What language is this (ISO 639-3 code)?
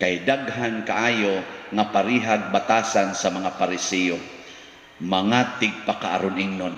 ceb